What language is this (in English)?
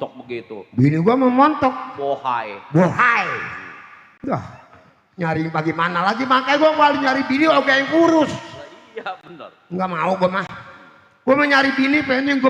Betawi